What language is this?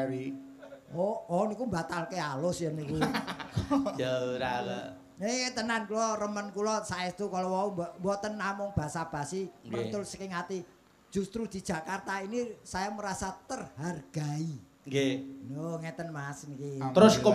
Javanese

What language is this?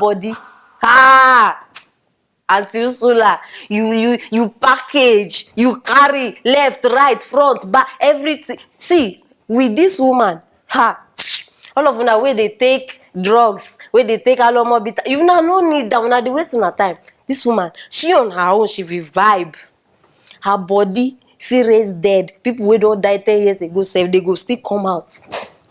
Nigerian Pidgin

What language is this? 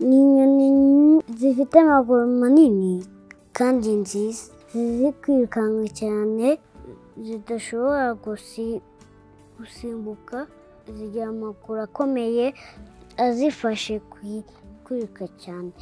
Kinyarwanda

